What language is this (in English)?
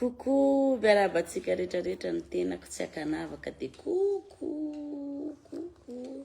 Malagasy